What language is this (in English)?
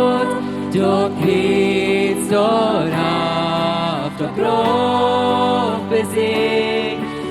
Plautdietsch